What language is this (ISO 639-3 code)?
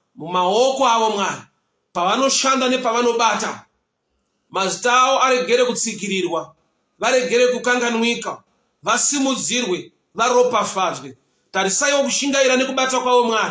sna